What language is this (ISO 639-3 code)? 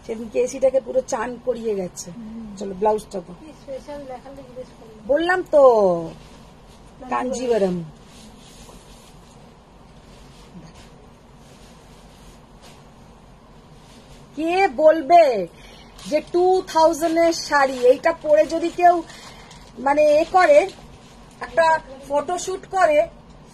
ben